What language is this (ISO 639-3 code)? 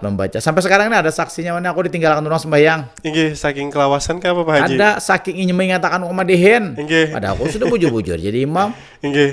bjn